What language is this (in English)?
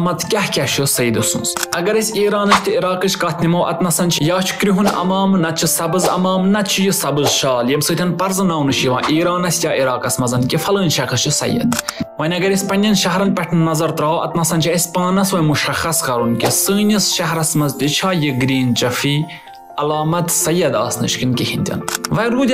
Kashmiri